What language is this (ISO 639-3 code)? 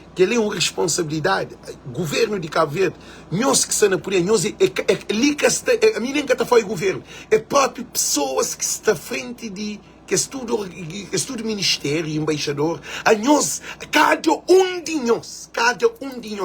kea